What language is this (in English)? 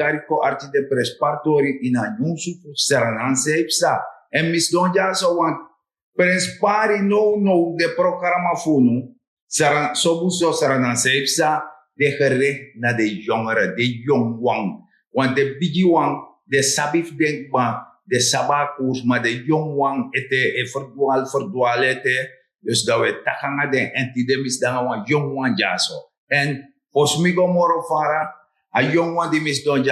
Sranan Tongo